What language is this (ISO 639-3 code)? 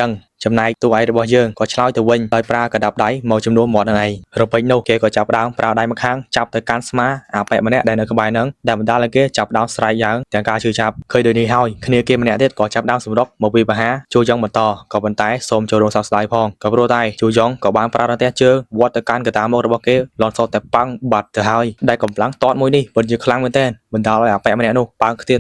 khm